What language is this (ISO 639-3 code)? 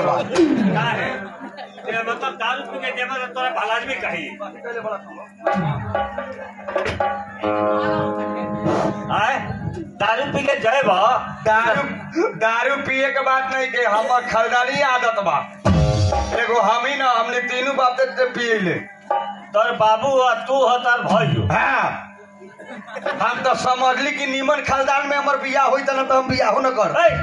bho